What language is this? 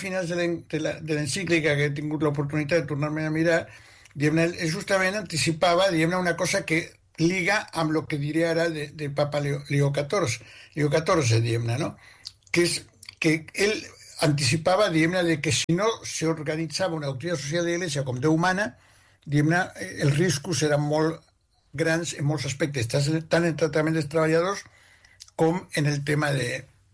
Catalan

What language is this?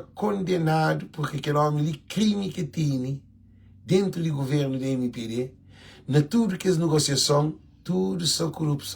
Kabuverdianu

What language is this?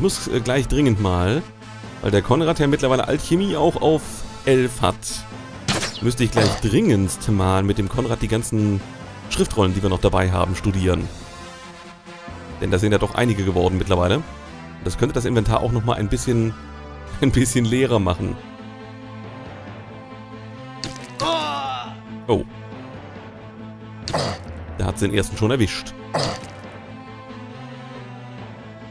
German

